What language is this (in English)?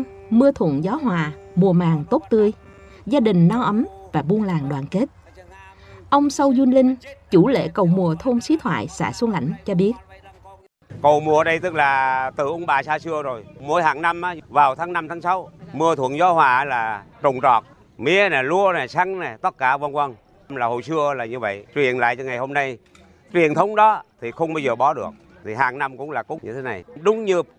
Vietnamese